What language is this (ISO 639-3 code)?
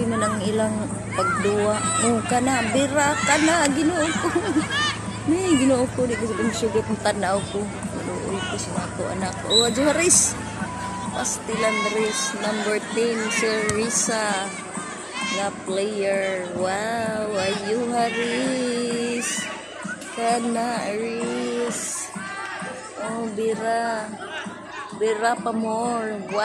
ceb